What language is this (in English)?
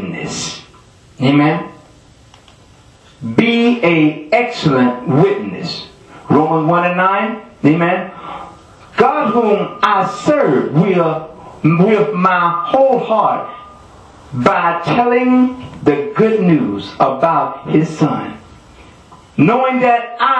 English